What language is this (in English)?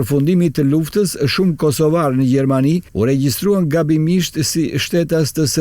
Albanian